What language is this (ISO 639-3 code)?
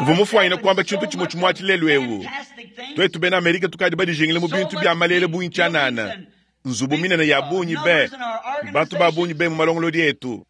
lua